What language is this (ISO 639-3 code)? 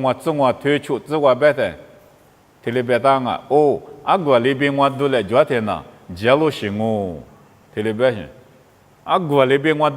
lis